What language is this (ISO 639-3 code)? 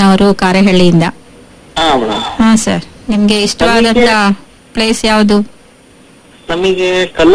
kan